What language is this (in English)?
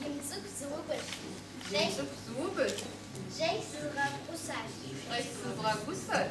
Kabardian